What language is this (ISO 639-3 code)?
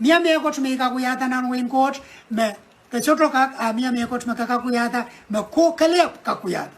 pon